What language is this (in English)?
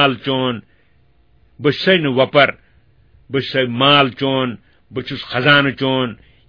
Kashmiri